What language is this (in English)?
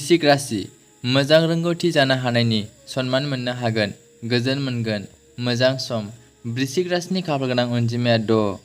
Bodo